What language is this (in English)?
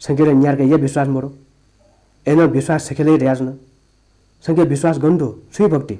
Newari